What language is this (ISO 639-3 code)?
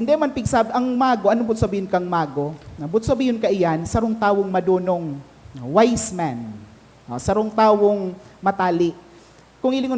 bik